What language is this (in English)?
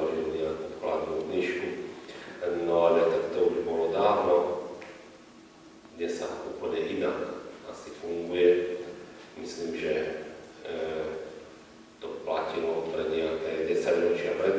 Slovak